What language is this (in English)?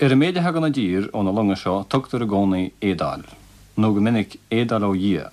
Irish